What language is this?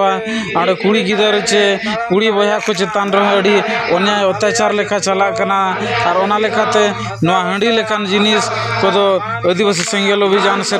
Santali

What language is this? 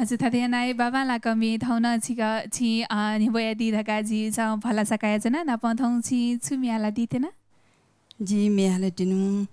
Newari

